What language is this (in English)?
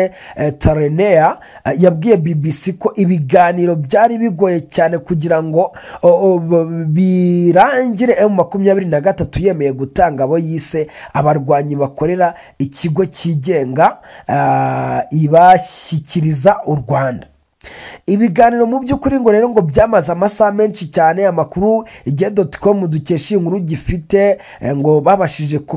Kinyarwanda